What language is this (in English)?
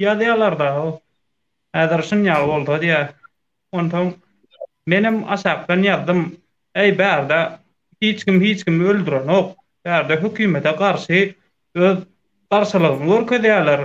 Turkmen